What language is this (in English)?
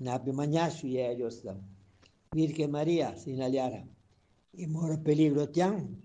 Chimborazo Highland Quichua